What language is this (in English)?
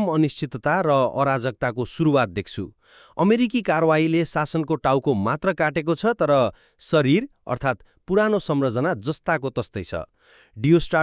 Nepali